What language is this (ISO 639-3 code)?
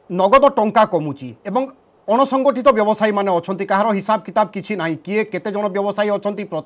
ori